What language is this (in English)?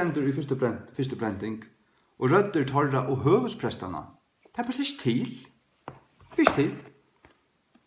Faroese